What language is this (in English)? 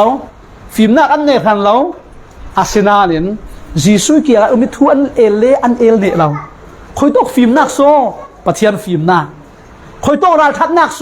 Falam Chin